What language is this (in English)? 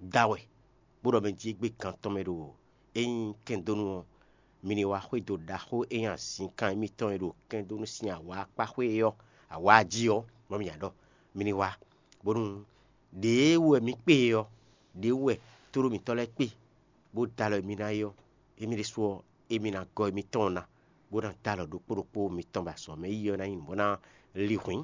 Fon